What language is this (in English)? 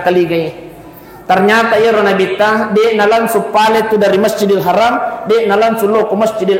Buginese